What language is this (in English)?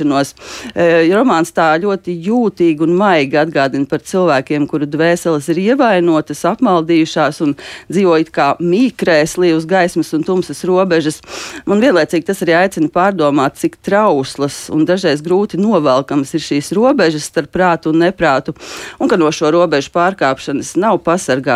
Latvian